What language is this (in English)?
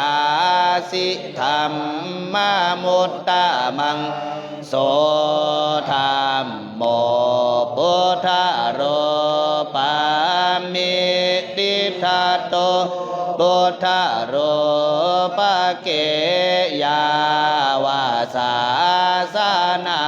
Pali